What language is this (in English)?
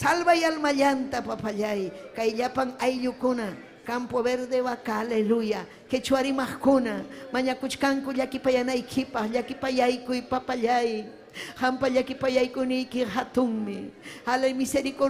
Ayacucho Quechua